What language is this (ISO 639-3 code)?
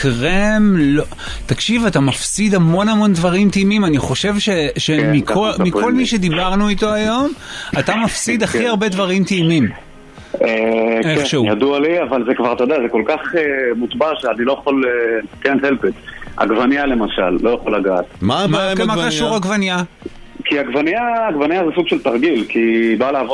heb